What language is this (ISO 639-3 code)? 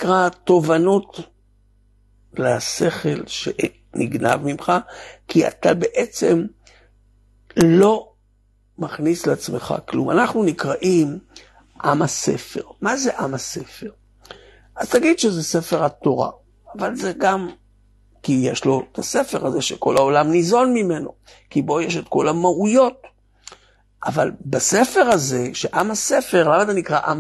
heb